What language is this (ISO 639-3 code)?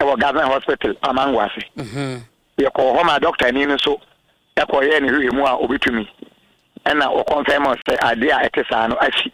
aka